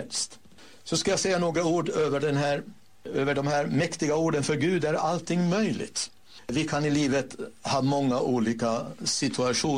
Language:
Swedish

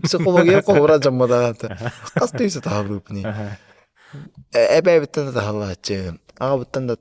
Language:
Yakut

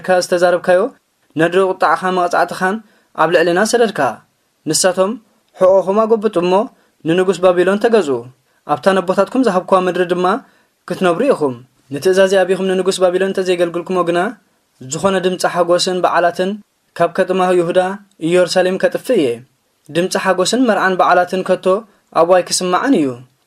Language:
Tigrinya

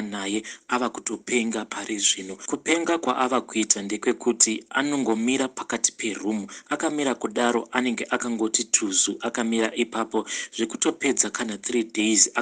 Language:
Shona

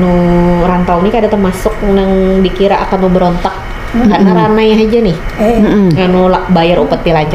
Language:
Banjar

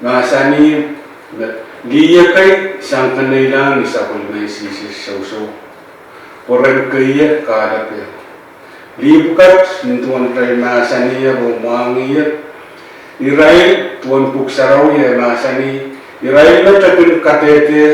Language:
Pohnpeian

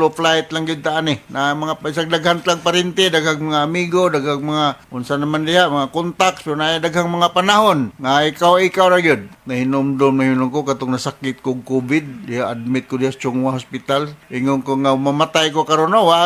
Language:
Cebuano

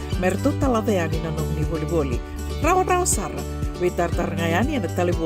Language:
Fijian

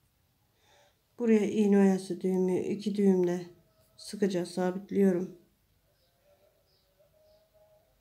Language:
Turkish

